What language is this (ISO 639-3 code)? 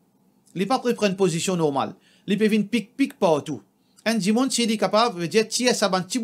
mfe